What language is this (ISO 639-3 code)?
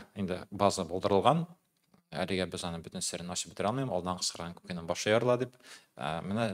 tat